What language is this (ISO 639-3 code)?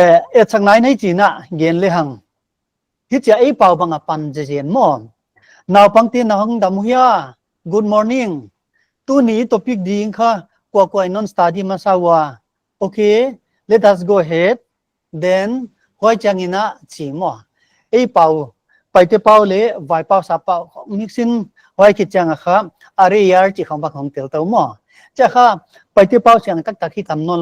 pck